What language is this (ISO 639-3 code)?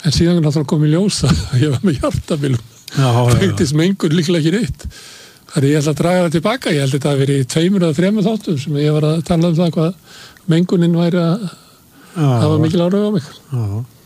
isl